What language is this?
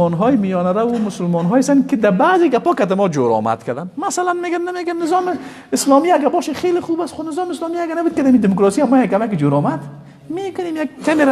Persian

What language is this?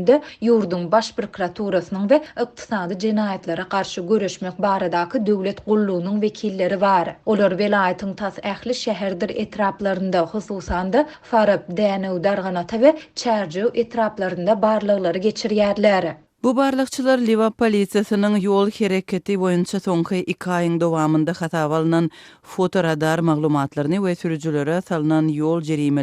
Turkmen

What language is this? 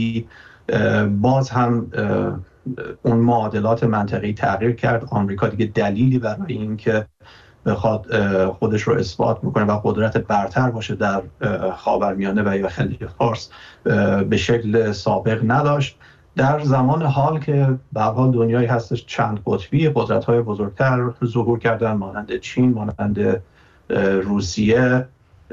Persian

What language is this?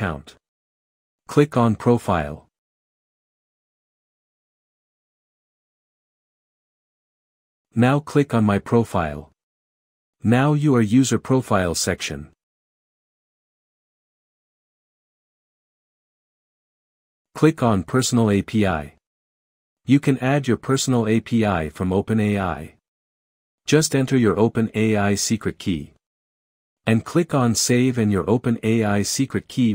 English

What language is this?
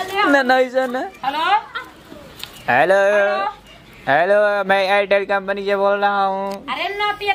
Bhojpuri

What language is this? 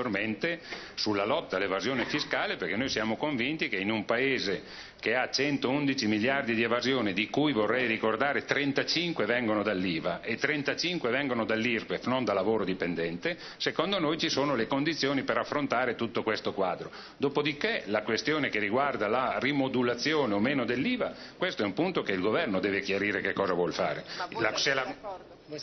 Italian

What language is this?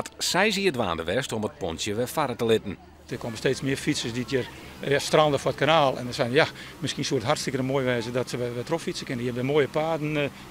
Western Frisian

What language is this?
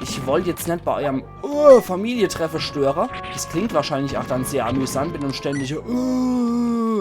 Palatine German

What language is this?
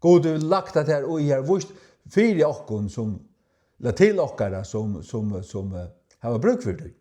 Faroese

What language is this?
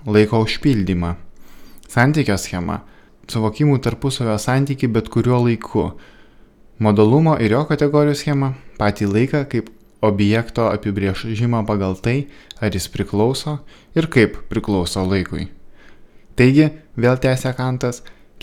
Lithuanian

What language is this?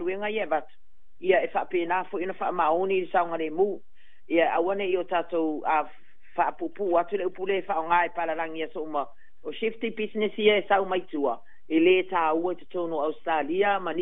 Samoan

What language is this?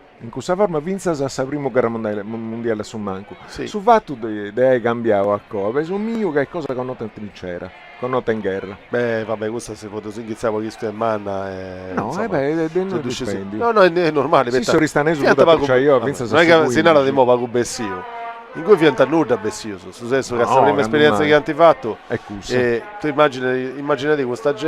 Sardinian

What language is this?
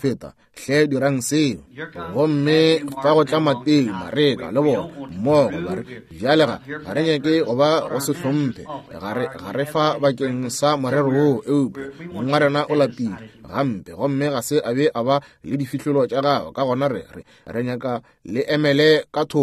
Northern Sotho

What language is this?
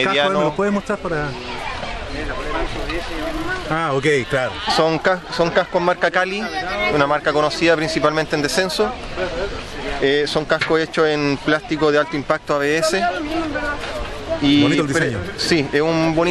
Spanish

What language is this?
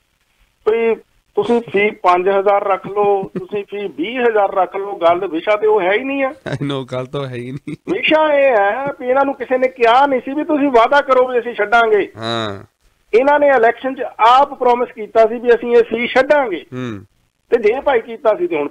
Punjabi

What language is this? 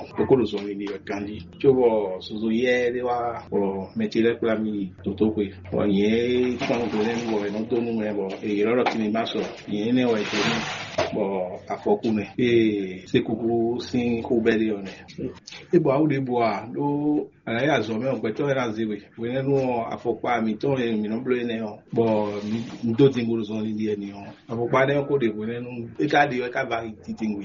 Fon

